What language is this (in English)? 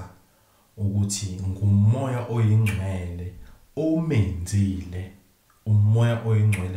Zulu